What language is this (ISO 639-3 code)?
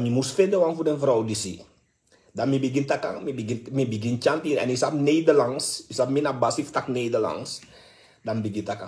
srn